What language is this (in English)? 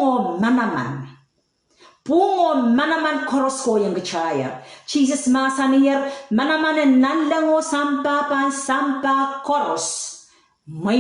Pohnpeian